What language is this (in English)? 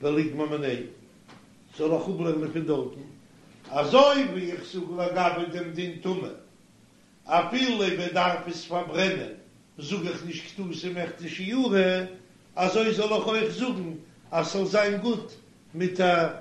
Yiddish